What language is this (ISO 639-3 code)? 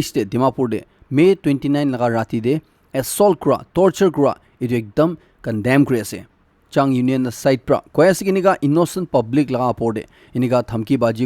nag